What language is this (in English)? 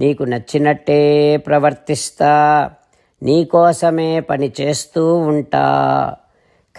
Telugu